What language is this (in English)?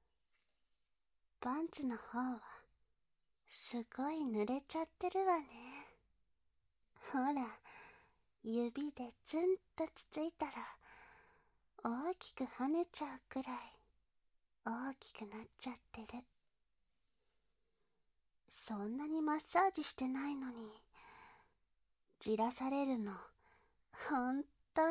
Japanese